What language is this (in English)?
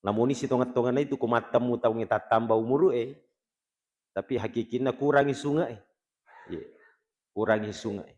Buginese